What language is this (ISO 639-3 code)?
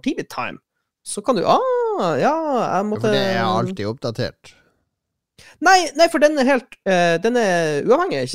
nor